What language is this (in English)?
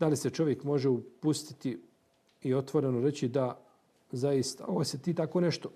Bosnian